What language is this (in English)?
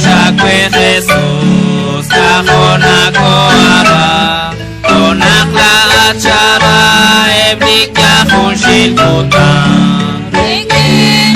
Kekchí